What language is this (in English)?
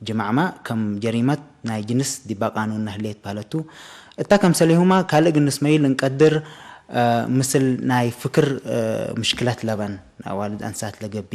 Tigre